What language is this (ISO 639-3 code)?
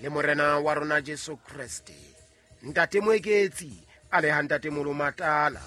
sot